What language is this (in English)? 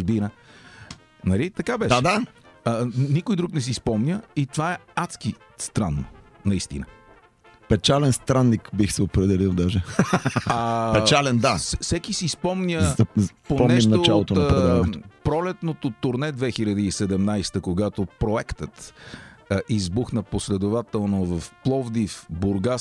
Bulgarian